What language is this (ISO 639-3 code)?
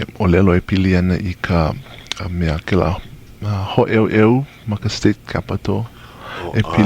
haw